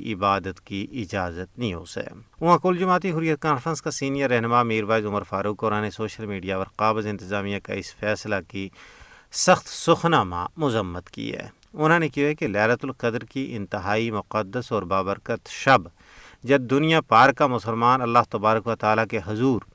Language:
Gujari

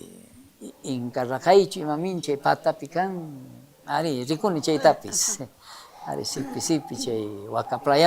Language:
South Bolivian Quechua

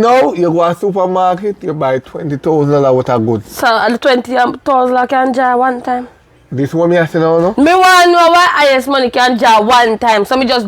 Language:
Jamaican Creole English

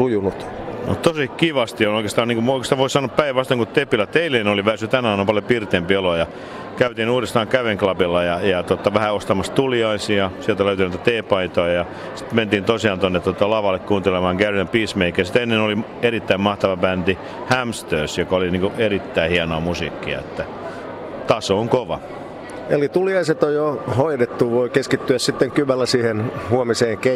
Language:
Finnish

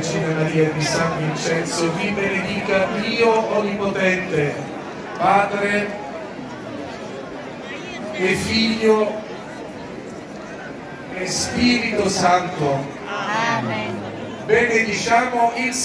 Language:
Italian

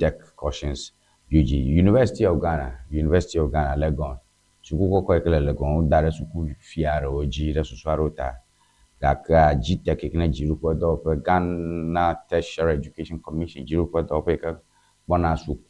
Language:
Ewe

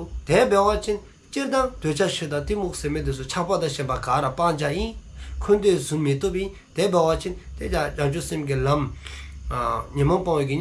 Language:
Dzongkha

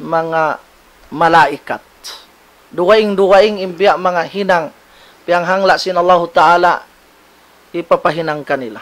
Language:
Tausug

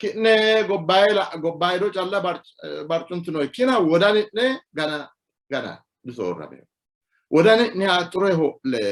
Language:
Sidamo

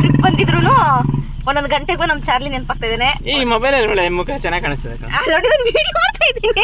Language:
Kannada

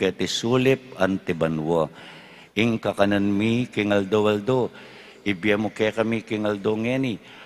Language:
Pampanga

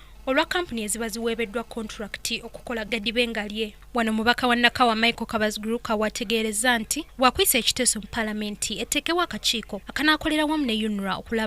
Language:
Ganda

